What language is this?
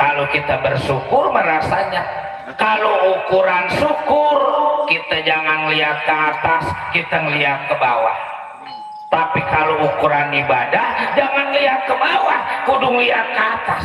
Betawi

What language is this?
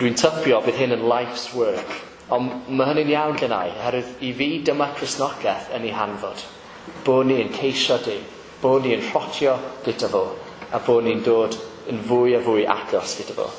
Welsh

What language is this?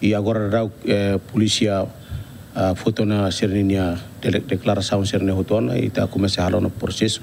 Tetum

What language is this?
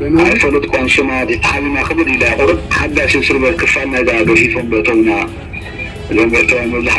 Tigrinya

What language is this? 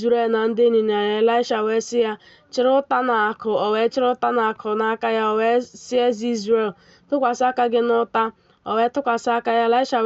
Igbo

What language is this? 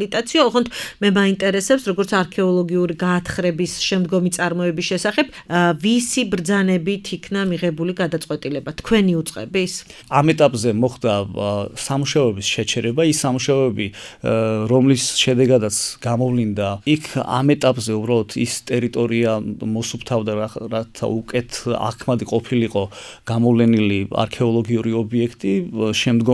Georgian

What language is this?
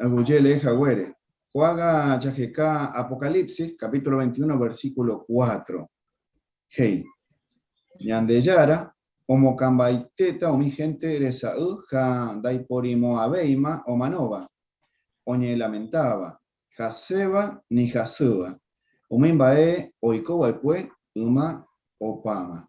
Guarani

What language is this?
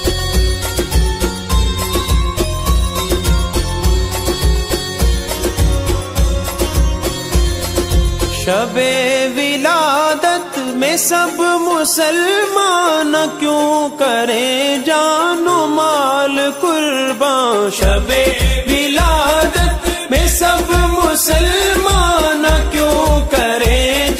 Urdu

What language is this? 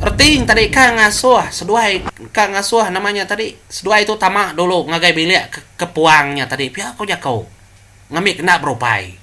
Iban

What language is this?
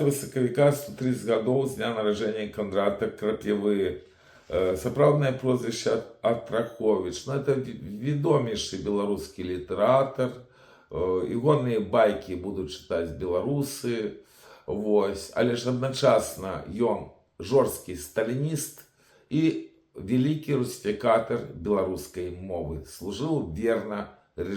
Belarusian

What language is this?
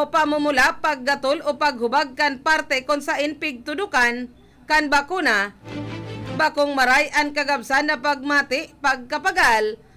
Bikol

